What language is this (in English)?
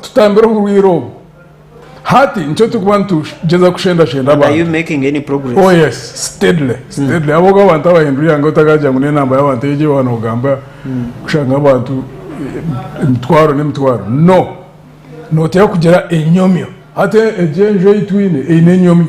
Nyankole